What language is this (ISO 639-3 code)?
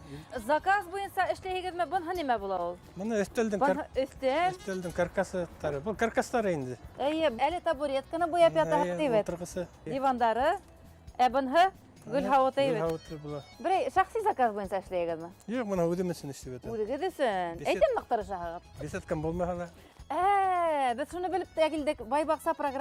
bak